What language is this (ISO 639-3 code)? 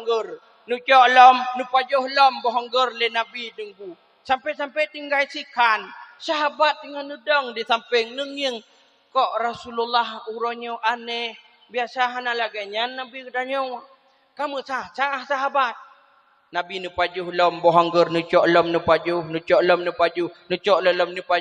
ace